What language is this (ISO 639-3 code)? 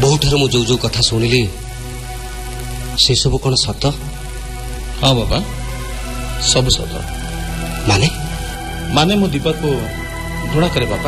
ori